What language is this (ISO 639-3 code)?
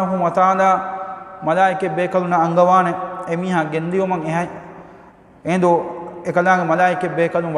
div